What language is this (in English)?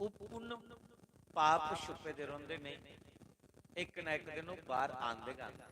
Dogri